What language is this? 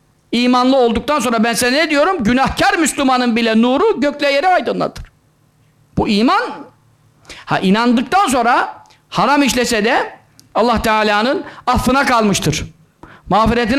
Turkish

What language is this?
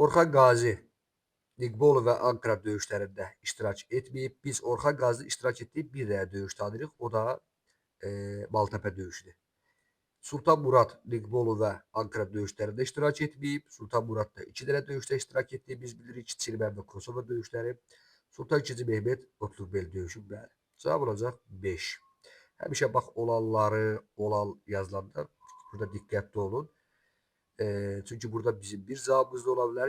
Azerbaijani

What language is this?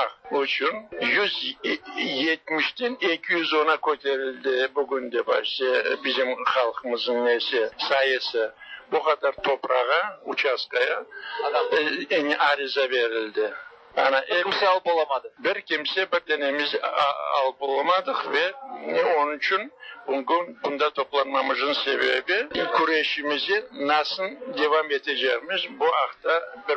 Tatar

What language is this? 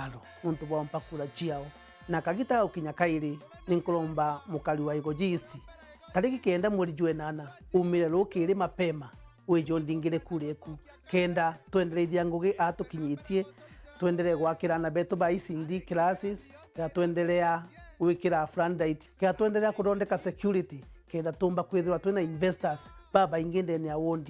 Meru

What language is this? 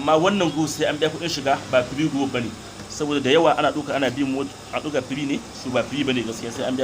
Hausa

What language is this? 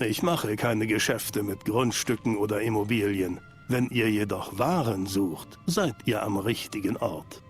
Swiss German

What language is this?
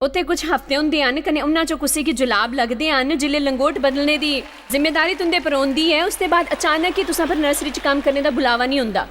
Dogri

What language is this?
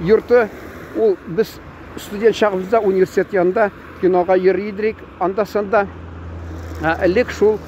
Tatar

